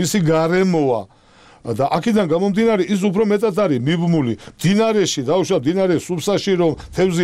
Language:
Georgian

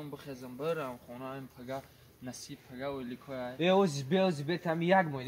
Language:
Tajik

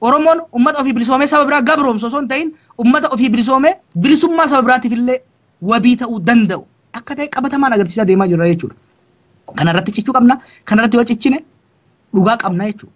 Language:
Oromo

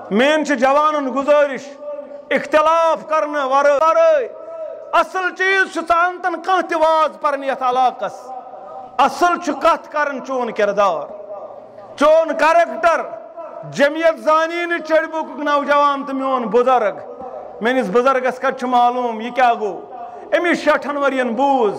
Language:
Kashmiri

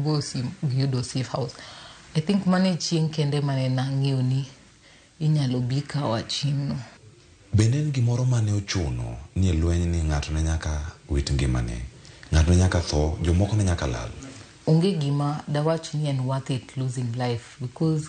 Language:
Luo (Kenya and Tanzania)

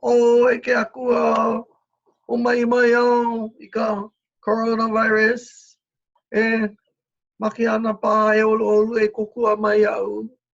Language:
Hawaiian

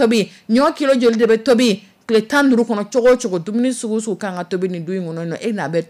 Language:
Dyula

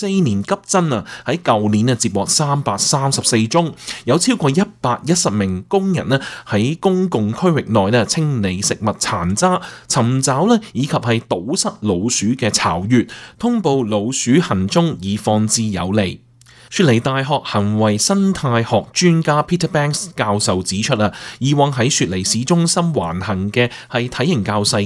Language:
Cantonese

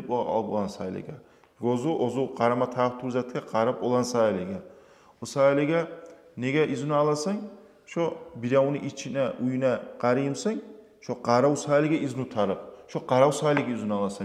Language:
Kumyk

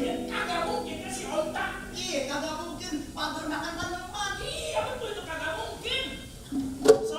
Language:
Betawi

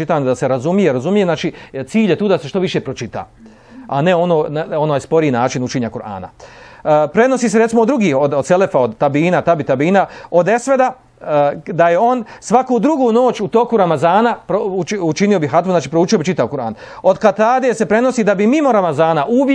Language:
Bosnian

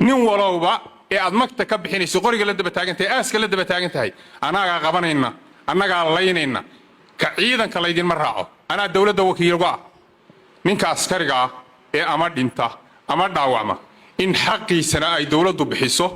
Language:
Somali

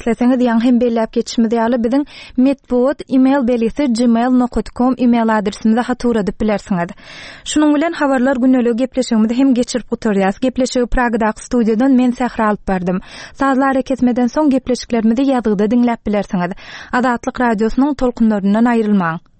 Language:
Turkmen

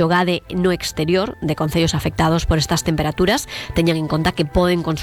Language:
Galician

